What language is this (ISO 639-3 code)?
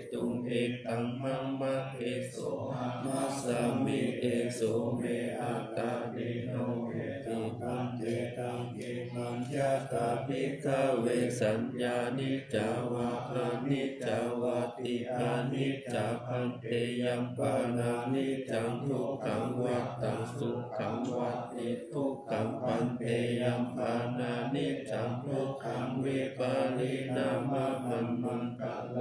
pli